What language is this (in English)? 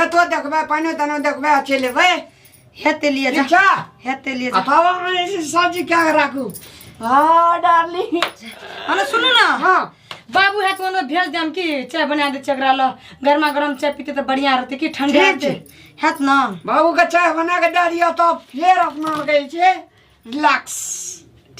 Maithili